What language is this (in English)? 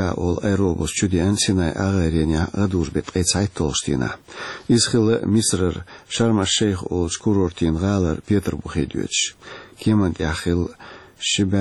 Chechen